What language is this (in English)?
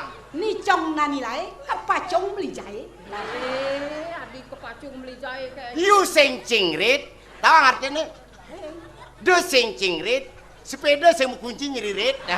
Balinese